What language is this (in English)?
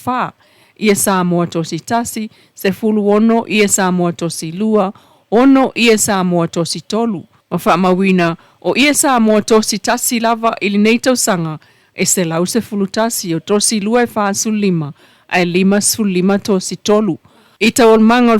Samoan